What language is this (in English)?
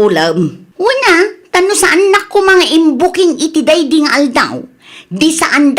Iloko